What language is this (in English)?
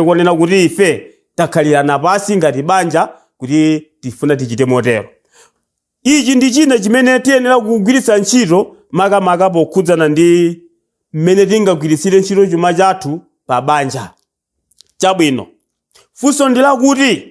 Nyanja